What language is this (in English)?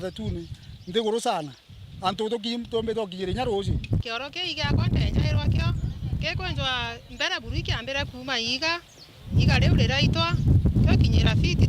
Meru